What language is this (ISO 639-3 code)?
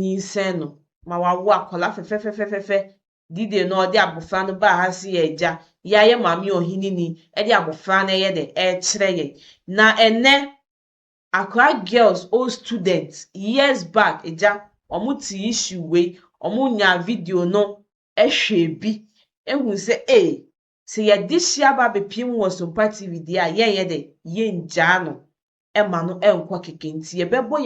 aka